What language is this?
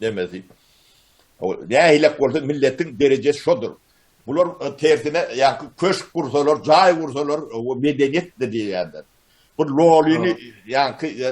Turkmen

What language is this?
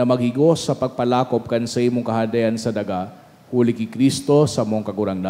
Bikol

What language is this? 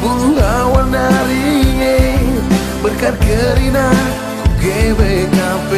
Batak Karo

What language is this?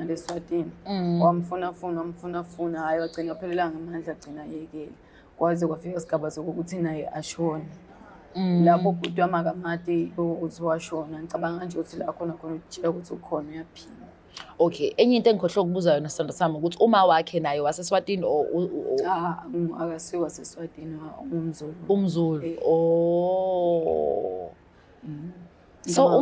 Zulu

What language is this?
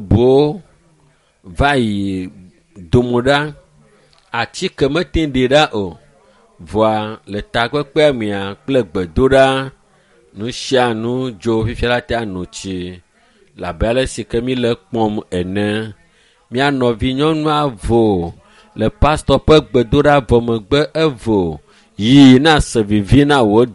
Ewe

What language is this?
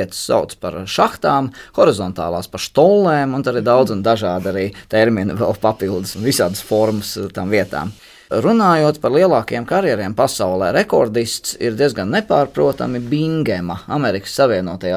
Latvian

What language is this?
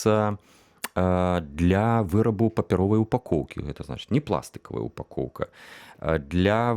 Belarusian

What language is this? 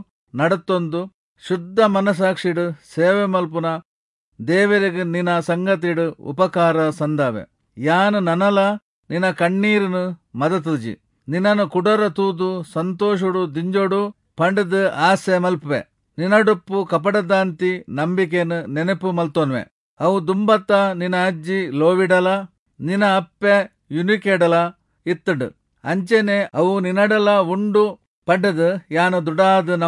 Tulu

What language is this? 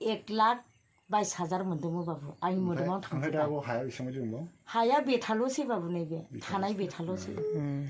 Bodo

